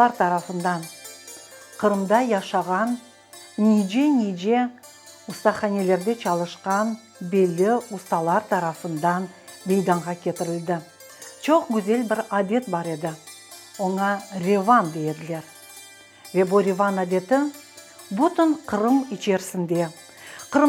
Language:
Crimean Tatar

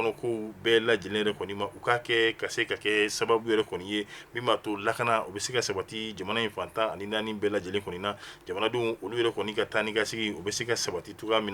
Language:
Bambara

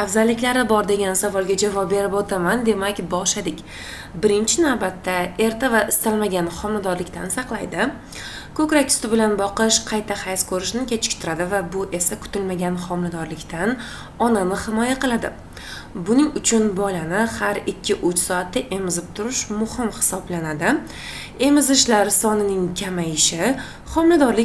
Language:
Uzbek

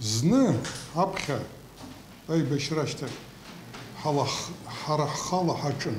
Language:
Abkhazian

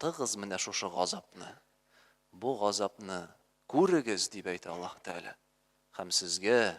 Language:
Tatar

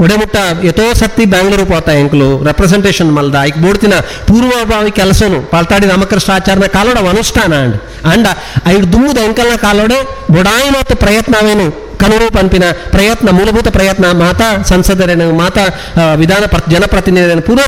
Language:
Tulu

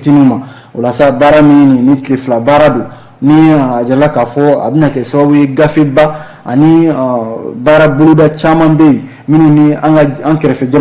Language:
Bambara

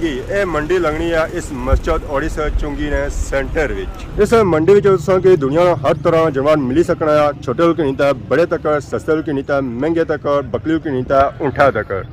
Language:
Pahari-Potwari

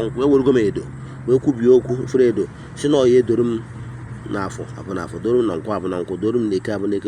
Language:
Igbo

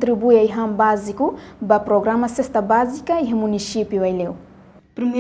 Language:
Tetum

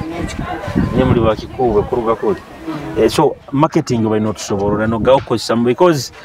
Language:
Nyoro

